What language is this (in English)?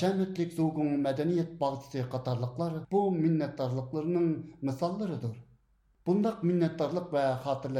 Uyghur